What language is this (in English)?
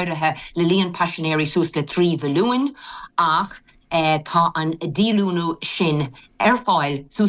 Irish